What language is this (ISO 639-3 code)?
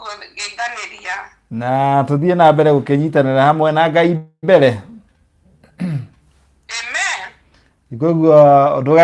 kik